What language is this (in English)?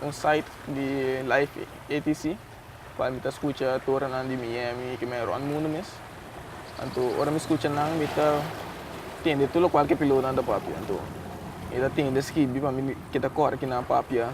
Papiamento